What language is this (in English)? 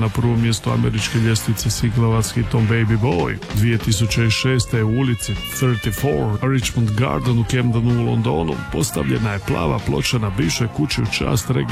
Croatian